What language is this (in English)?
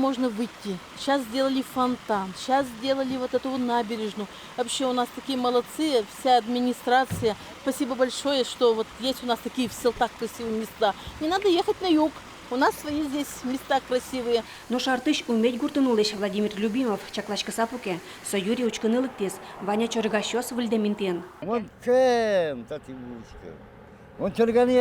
Udmurt